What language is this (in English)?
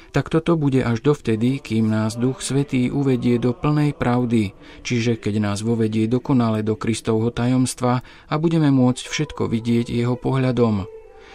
Slovak